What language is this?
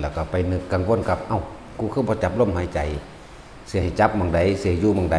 Northeastern Thai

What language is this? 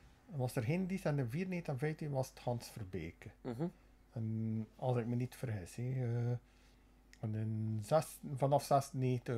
Dutch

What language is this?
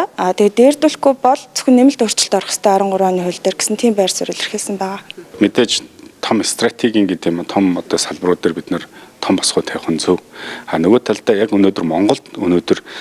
Mongolian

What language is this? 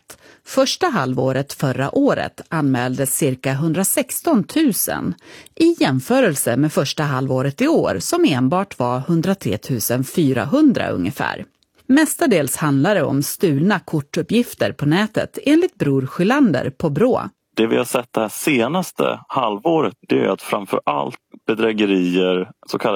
Swedish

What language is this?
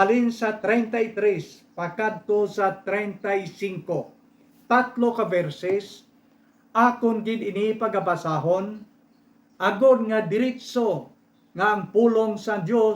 Hiligaynon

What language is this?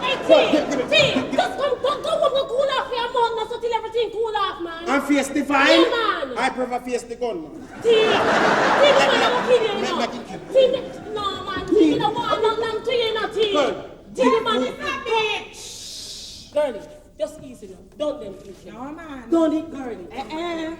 Jamaican Creole English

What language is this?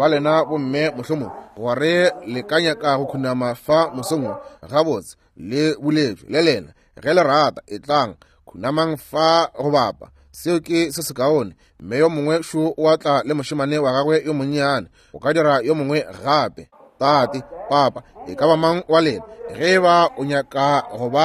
Northern Sotho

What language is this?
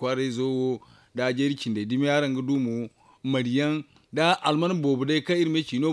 Zarma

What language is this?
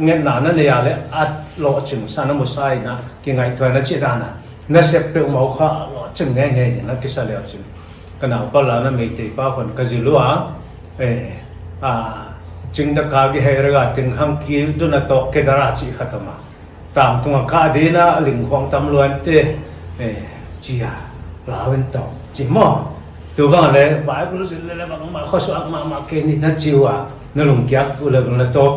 Paite Chin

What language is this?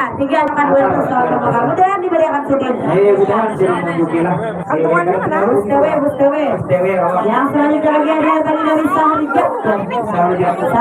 Banjar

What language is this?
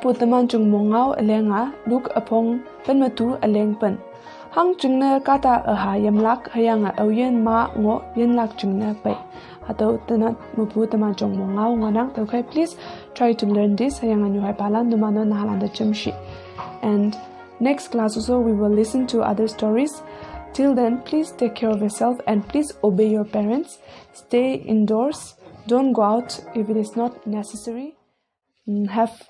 Konyak Naga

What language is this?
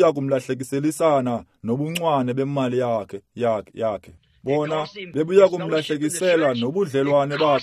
Xhosa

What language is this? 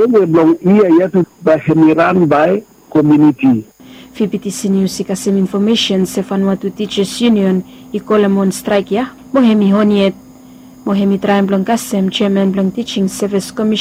Bislama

